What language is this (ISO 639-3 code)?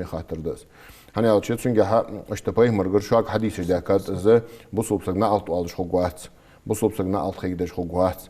inh